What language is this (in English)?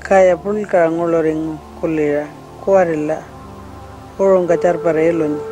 Pitjantjatjara